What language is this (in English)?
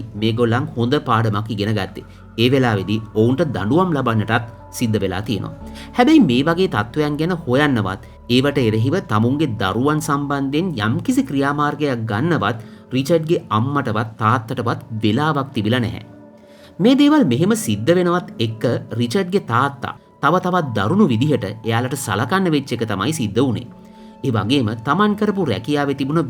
Sinhala